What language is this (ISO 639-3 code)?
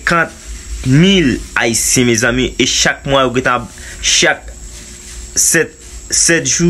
hat